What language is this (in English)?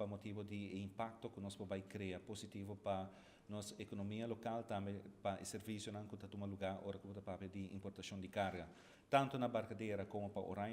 Papiamento